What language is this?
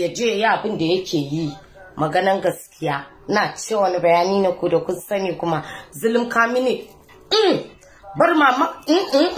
Hausa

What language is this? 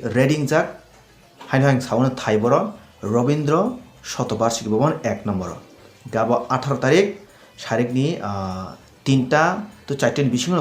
Kok Borok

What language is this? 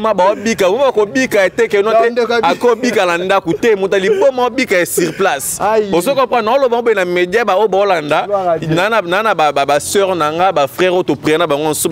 Lingala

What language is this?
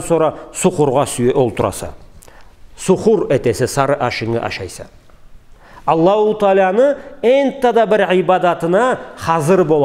Karachay-Balkar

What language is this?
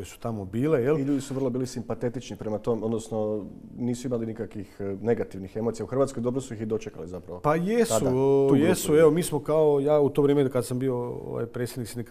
Croatian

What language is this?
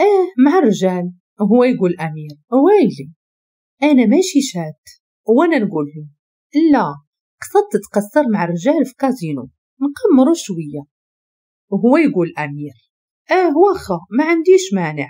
Moroccan Arabic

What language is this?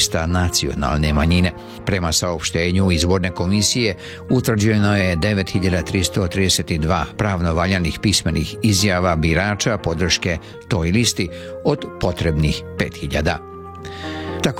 Serbian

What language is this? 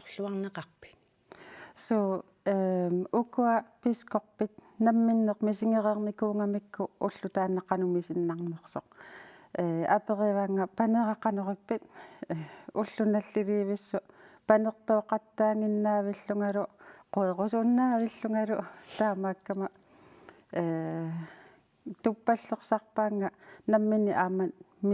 Kalaallisut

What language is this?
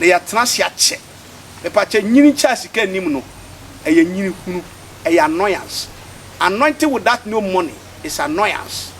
Akan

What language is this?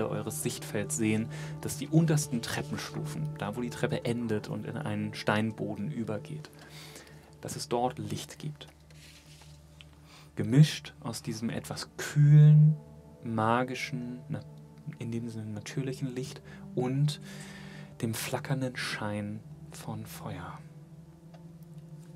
German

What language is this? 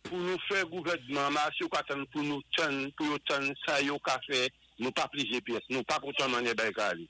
Saint Lucian Creole French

